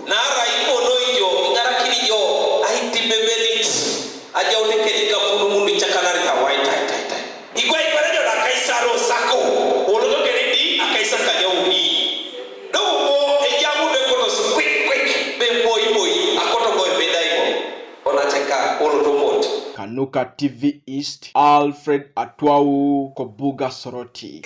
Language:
Teso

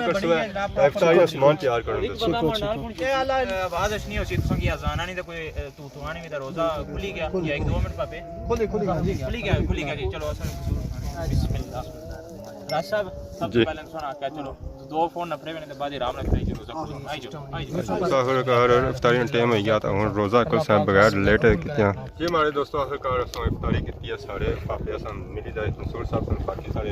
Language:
Pahari-Potwari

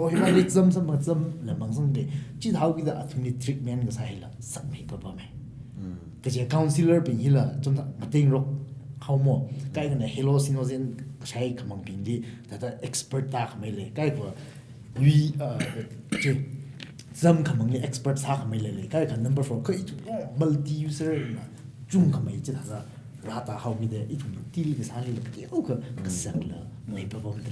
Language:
Tangkhul Naga (India)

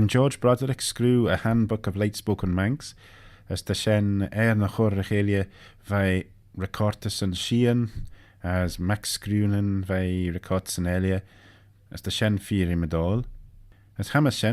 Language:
Manx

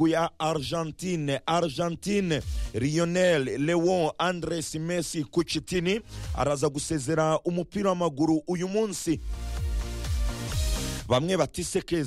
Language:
Kinyarwanda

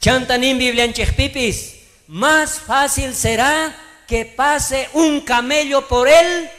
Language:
South Bolivian Quechua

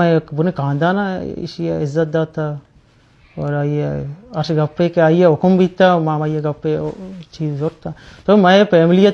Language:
Baluchi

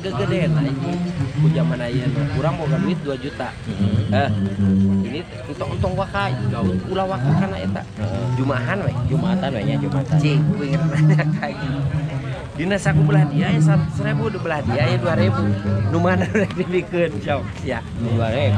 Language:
Sundanese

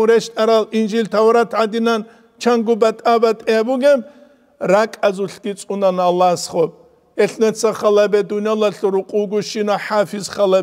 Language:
Avaric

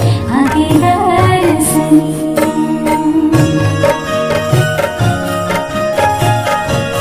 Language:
Bhojpuri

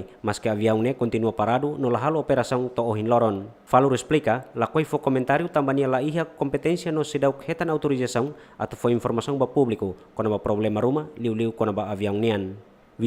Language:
Tetum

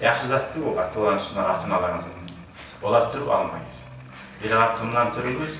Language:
Kumyk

